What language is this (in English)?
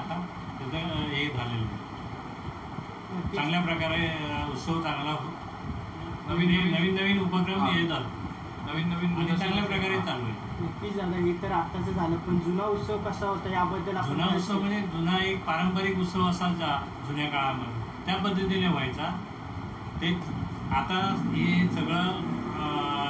Marathi